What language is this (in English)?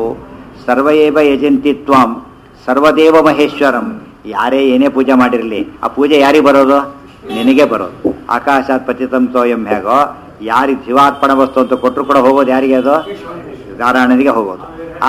Kannada